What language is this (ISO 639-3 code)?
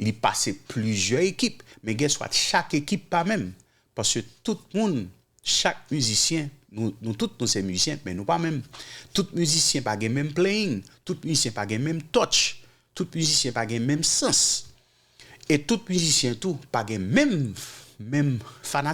hat